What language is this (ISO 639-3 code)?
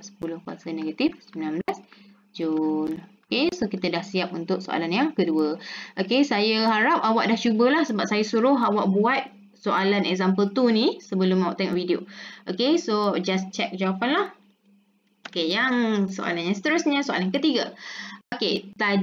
msa